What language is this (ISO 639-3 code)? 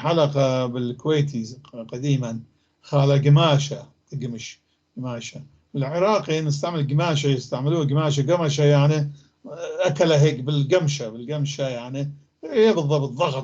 apc